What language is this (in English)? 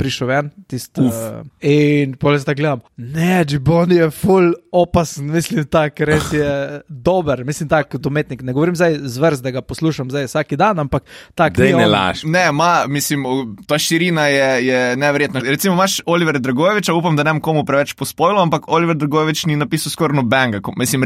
Slovenian